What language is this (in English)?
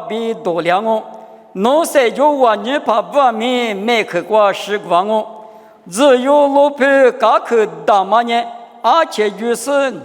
Lisu